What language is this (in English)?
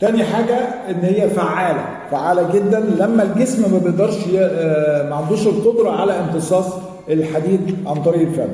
Egyptian Arabic